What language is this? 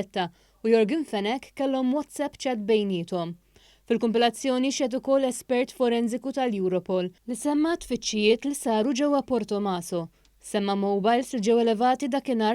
Maltese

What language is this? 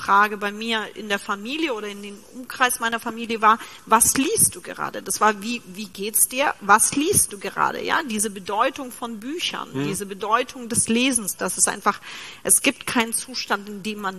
German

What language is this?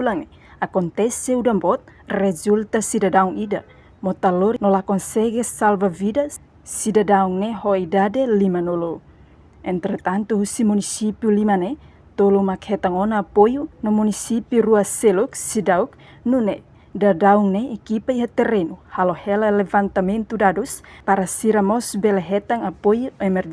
Tetum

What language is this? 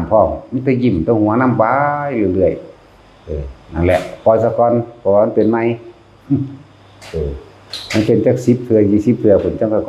Lao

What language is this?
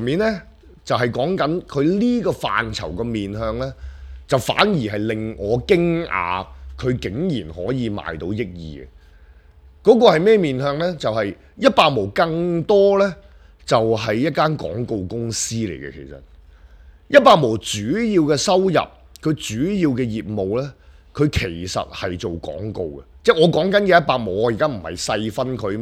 Cantonese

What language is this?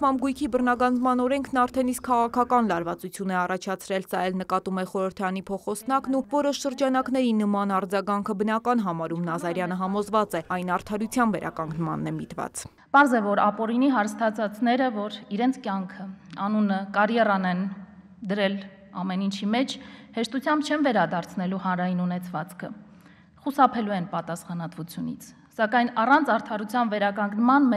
Armenian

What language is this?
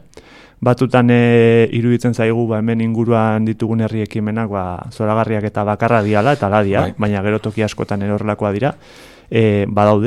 Basque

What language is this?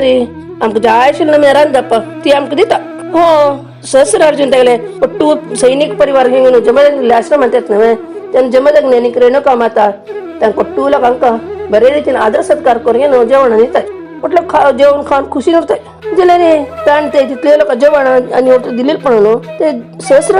Konkani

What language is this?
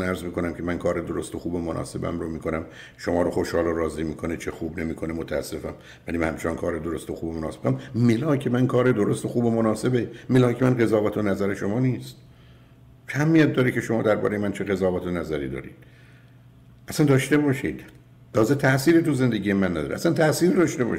Persian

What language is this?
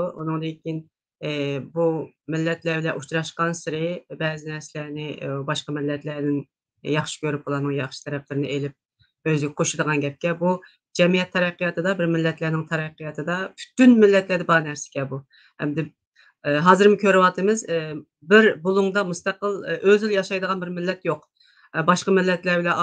Uyghur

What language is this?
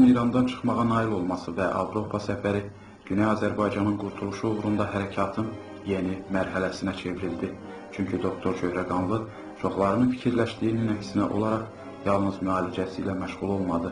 South Azerbaijani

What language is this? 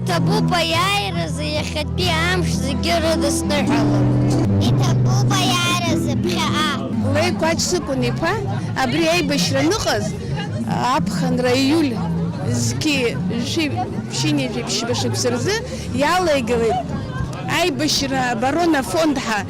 Abkhazian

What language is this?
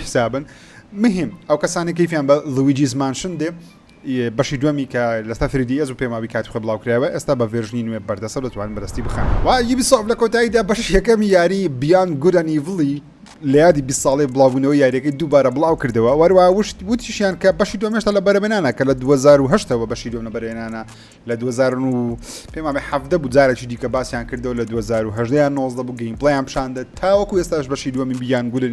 Central Kurdish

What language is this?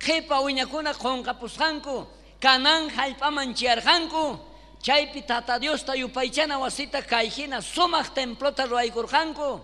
South Bolivian Quechua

